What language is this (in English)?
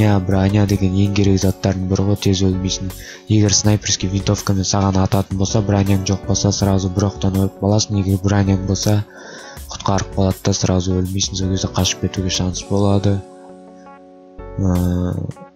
Kazakh